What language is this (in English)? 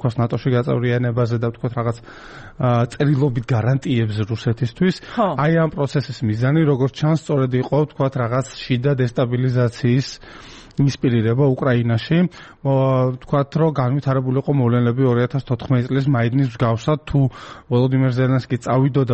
Georgian